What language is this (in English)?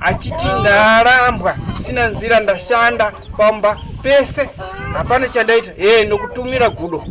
Shona